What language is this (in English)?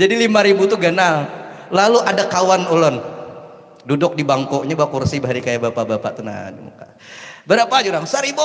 Banjar